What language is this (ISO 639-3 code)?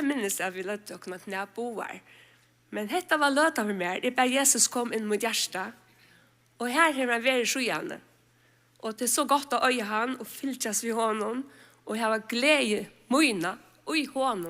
fao